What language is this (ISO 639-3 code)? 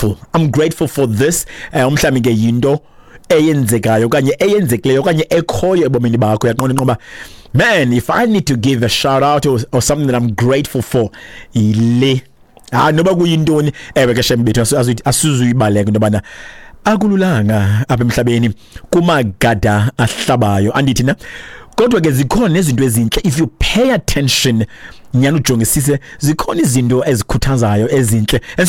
xho